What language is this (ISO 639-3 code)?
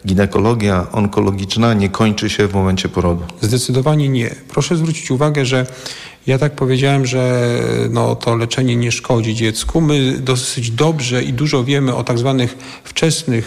pol